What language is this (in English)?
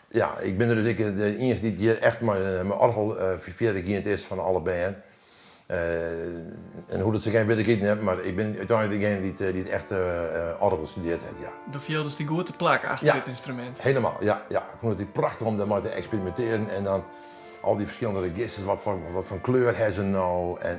Western Frisian